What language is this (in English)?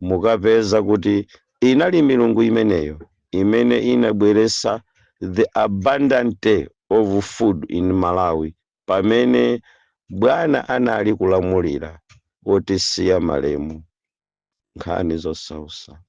Nyanja